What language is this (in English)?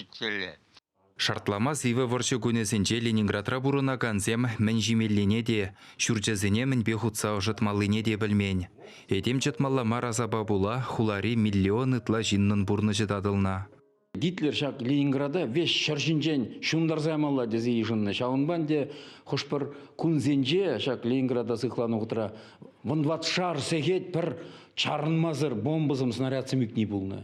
Chuvash